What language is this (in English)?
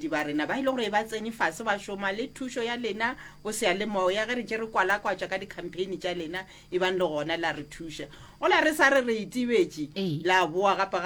Northern Sotho